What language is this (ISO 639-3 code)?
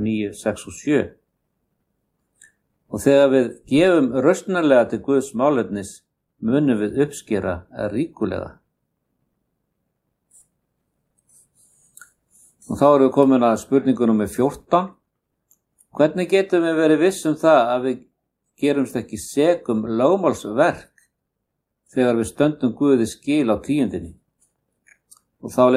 isl